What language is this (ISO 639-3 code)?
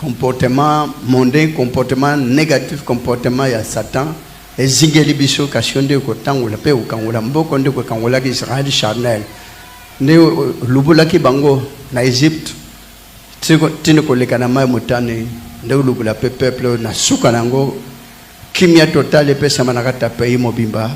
lin